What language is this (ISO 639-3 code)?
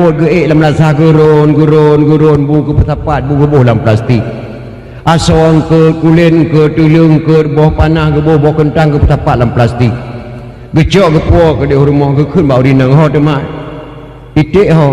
ace